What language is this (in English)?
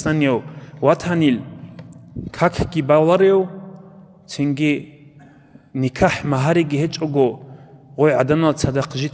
Avaric